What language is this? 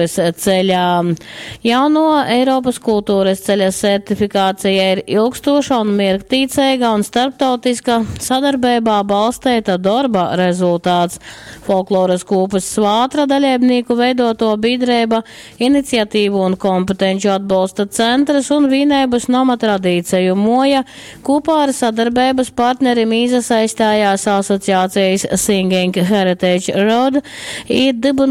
Latgalian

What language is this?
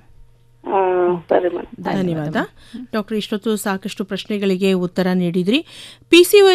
Kannada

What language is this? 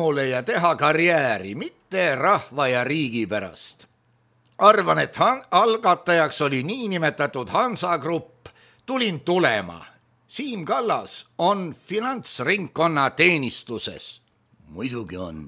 Estonian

